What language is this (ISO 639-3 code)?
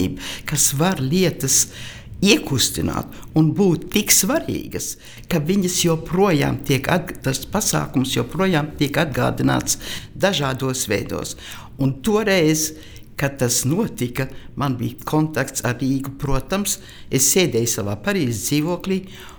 lav